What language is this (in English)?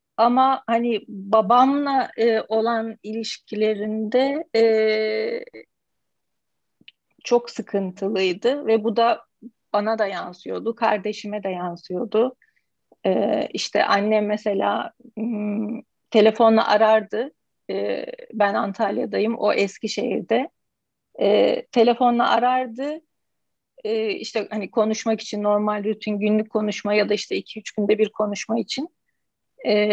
Turkish